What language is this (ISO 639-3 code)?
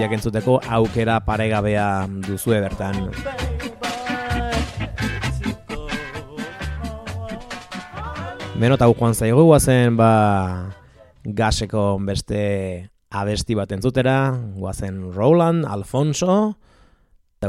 eus